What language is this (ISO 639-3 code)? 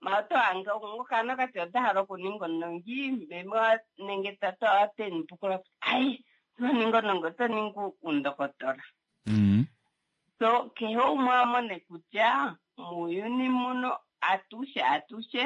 kua